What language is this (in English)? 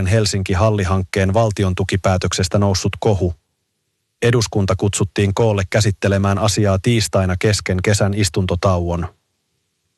Finnish